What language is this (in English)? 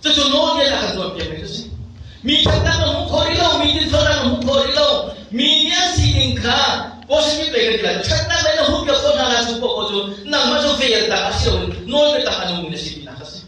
Hakha Chin